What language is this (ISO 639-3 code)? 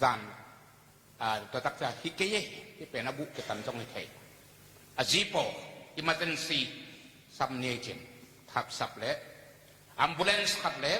ctd